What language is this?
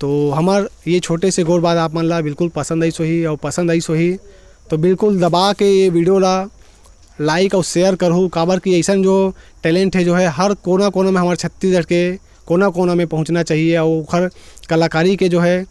Chhattisgarhi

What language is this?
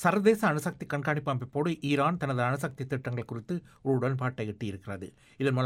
Tamil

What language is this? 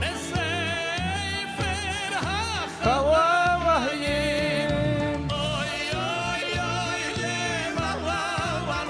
Yiddish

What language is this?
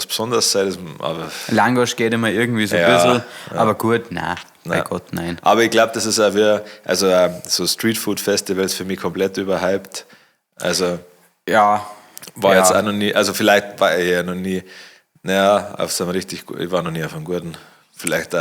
Bavarian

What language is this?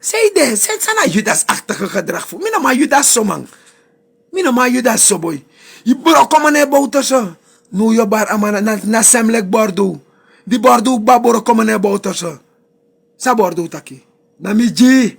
Sranan Tongo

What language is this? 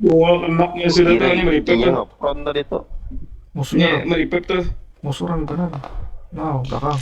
Banjar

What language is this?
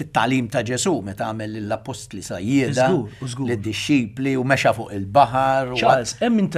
Maltese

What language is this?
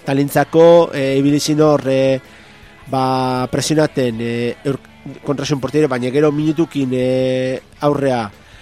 Basque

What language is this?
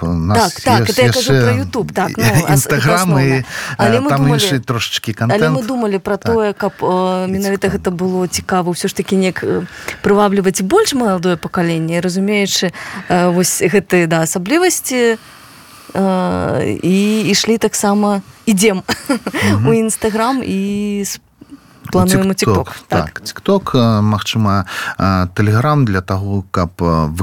Belarusian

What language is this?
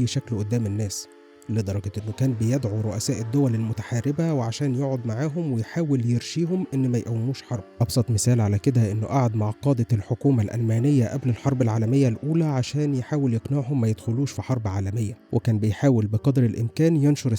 Egyptian Arabic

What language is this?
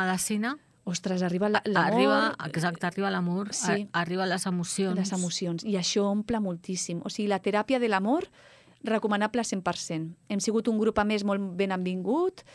Catalan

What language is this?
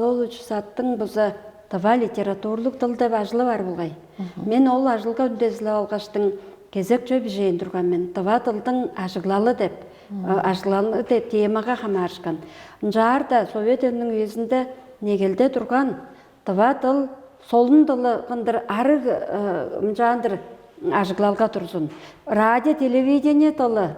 Tuvinian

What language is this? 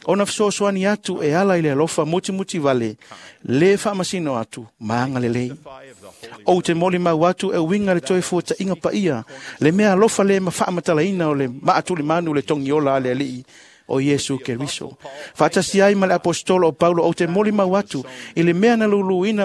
Samoan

